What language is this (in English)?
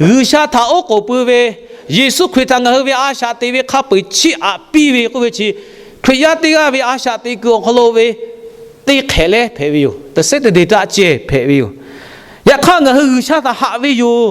Lahu